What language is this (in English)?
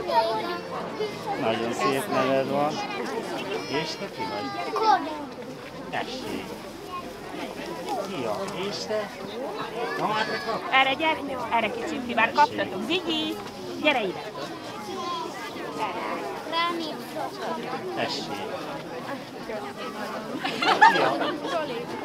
Hungarian